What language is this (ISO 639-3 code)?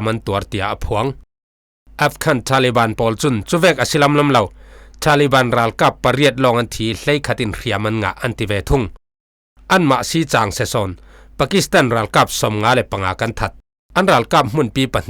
cfm